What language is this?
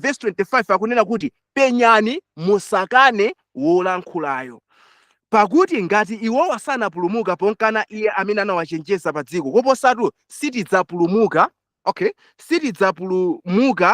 Nyanja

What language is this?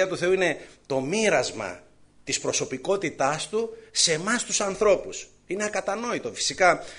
Greek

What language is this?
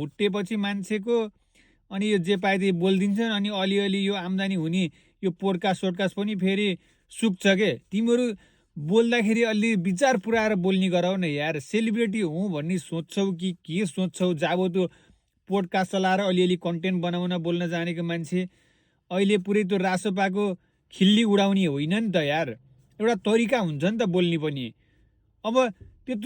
Nepali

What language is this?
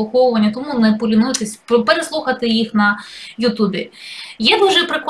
Ukrainian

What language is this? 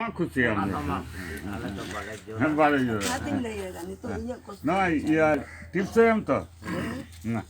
Santali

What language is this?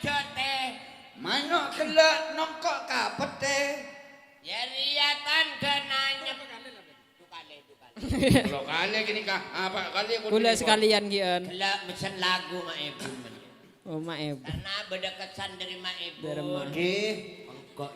Madurese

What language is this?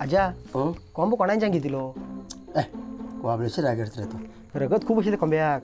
Konkani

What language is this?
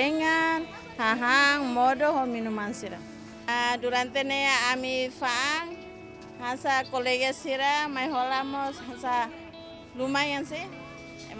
Tetum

